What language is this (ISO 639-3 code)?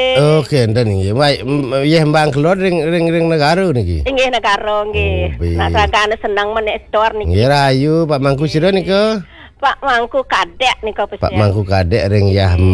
ban